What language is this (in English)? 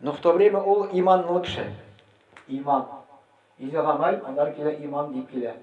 Tatar